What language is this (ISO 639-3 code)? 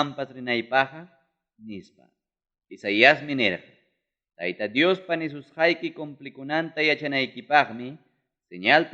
quy